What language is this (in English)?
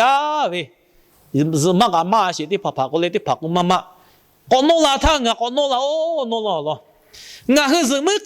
Lahu